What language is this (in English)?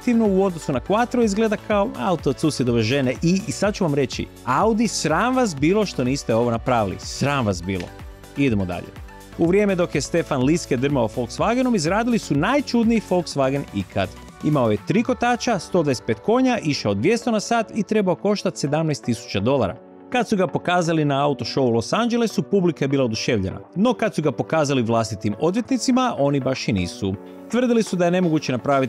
Croatian